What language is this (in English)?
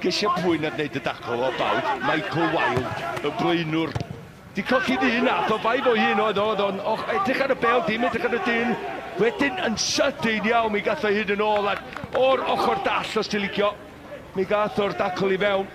Welsh